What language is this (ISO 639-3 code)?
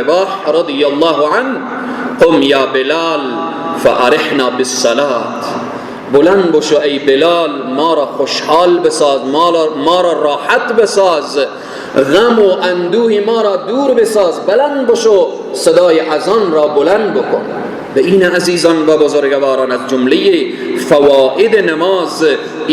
fas